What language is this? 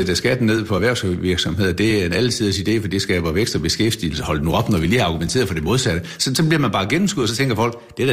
Danish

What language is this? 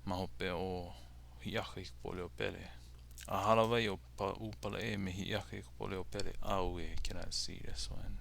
Hawaiian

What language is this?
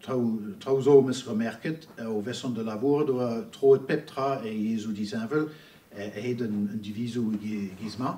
Breton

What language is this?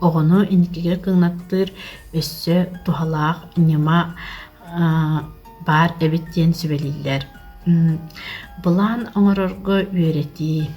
Yakut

